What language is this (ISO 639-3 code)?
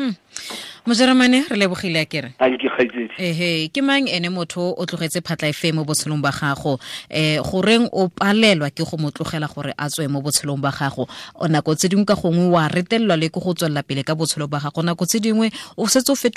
tsn